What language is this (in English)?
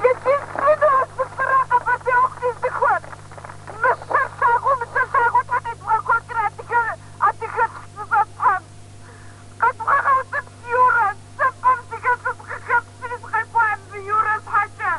Kabardian